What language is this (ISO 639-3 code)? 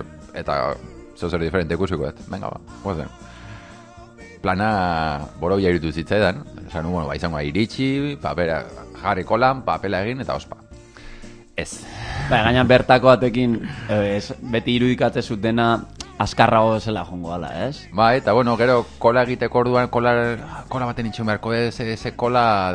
eus